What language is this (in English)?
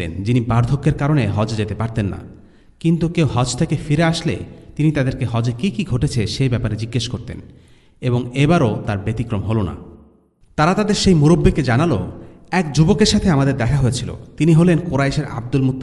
Bangla